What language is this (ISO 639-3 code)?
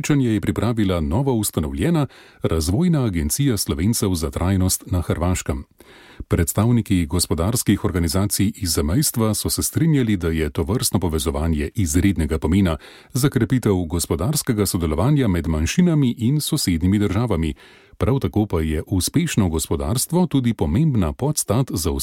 slv